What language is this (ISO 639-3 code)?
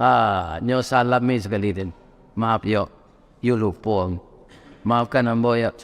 min